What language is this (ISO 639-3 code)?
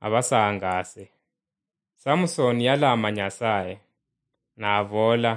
luy